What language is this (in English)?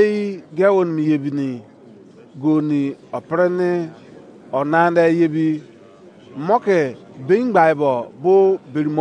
Izon